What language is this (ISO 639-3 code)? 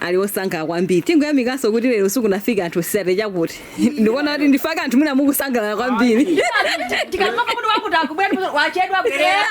nya